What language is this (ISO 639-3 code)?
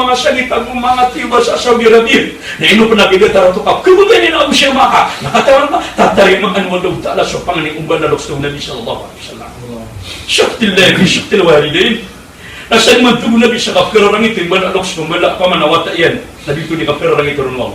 mrw